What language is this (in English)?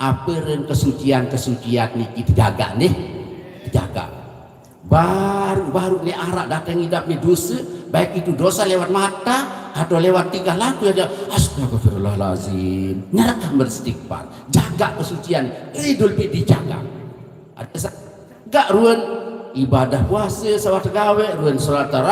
Sasak